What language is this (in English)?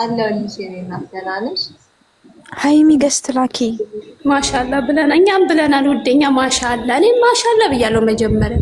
Amharic